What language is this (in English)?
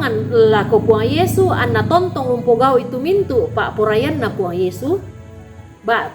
Toraja-Sa'dan